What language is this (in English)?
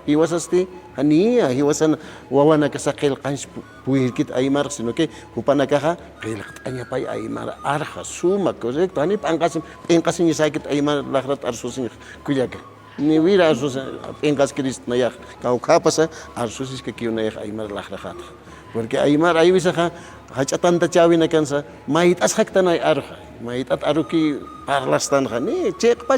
Aymara